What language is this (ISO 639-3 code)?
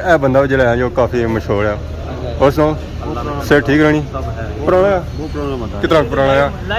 phr